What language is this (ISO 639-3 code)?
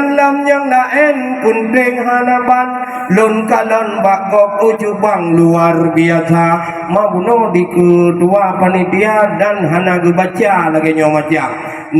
ace